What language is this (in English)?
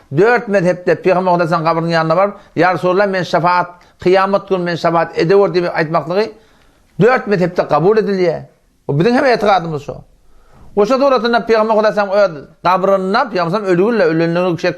Turkmen